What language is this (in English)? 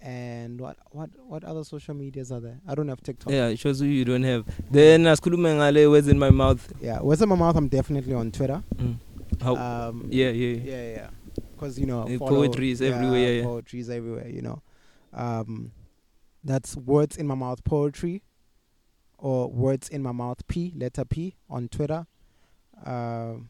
English